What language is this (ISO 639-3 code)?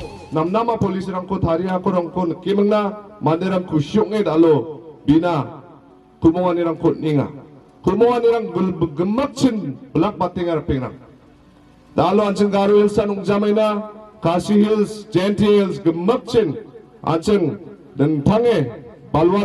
grt